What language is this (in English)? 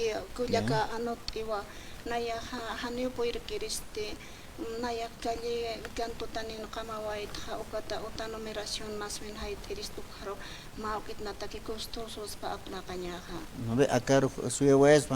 Aymara